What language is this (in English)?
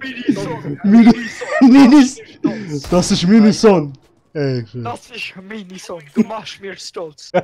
Swiss German